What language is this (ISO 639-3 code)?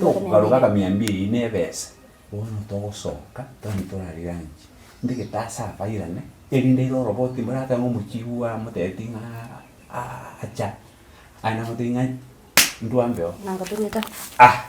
guz